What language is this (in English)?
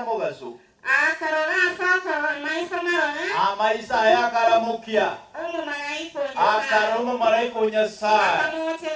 Gusii